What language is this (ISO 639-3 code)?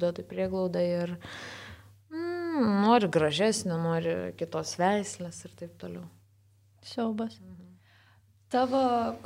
lit